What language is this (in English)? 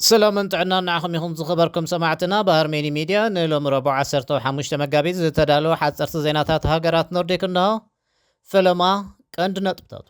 Tigrinya